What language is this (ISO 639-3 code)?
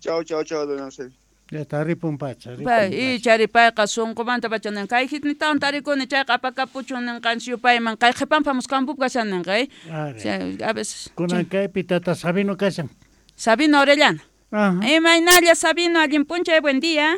quh